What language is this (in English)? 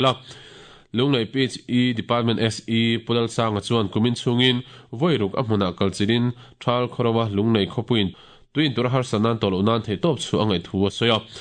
Mizo